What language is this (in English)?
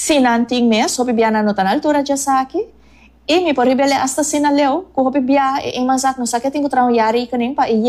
Papiamento